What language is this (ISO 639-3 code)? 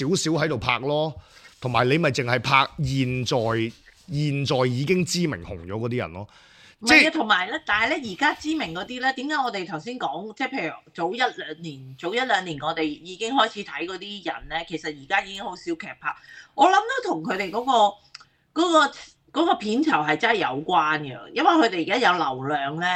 yue